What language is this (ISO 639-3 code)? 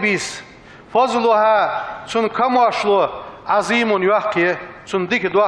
inh